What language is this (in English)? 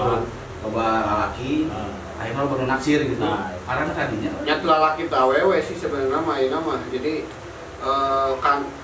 Sundanese